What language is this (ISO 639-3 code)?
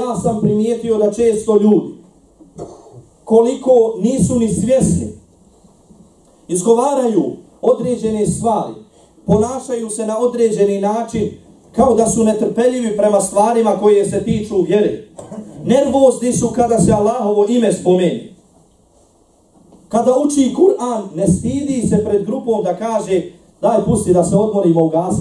bos